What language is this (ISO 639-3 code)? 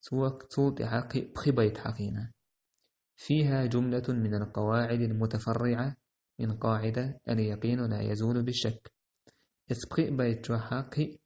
che